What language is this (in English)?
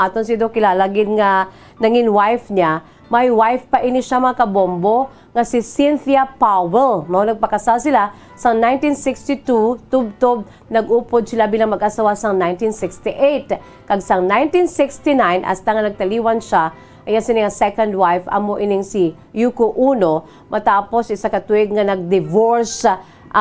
Hiligaynon